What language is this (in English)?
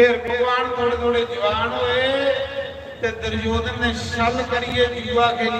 Dogri